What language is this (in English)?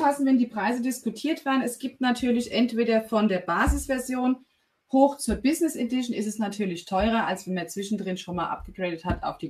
German